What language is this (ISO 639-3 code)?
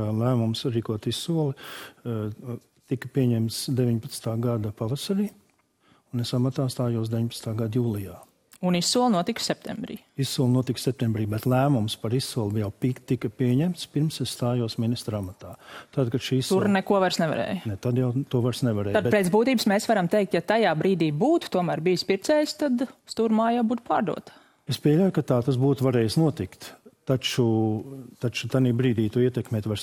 lav